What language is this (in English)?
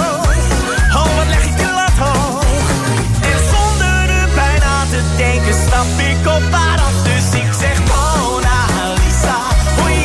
Dutch